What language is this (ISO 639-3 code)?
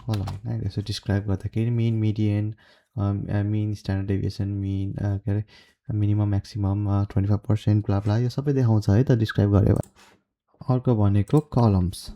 nep